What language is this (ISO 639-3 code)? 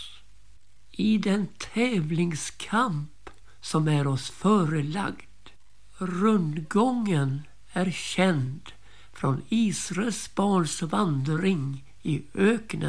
swe